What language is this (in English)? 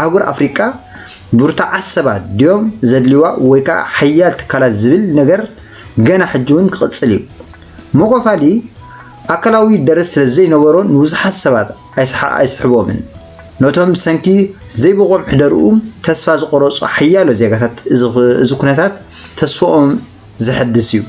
Tigrinya